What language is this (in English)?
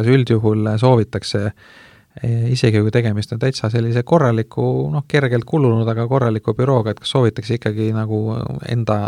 Estonian